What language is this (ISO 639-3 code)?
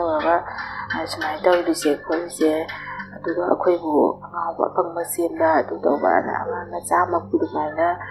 mni